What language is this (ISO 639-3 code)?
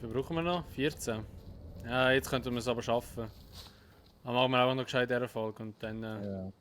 gsw